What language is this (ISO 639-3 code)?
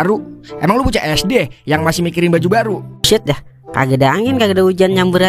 bew